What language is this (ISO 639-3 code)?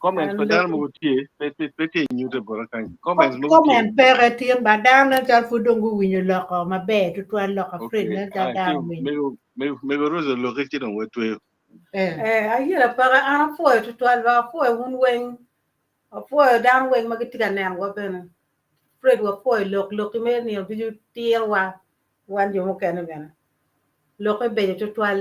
ach